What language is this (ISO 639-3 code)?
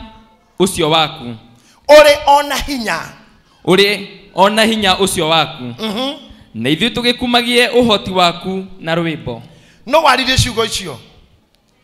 kik